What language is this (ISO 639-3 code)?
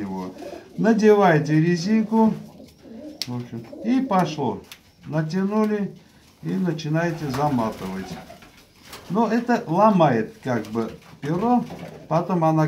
rus